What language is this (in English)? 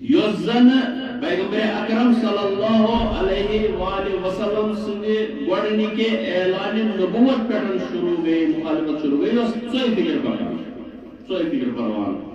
Kashmiri